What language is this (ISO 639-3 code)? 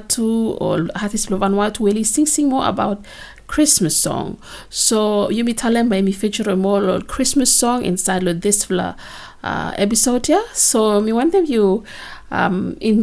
bis